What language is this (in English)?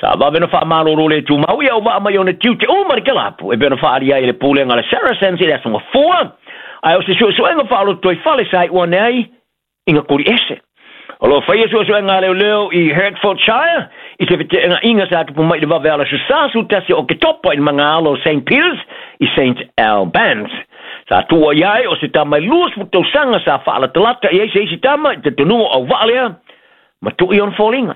Samoan